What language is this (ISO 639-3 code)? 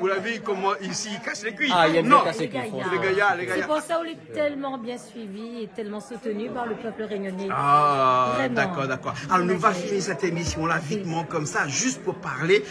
rcf